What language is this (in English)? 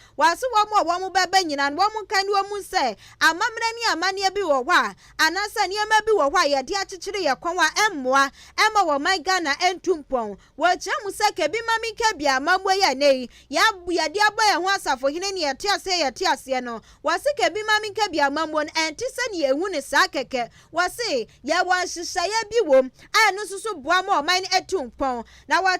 Akan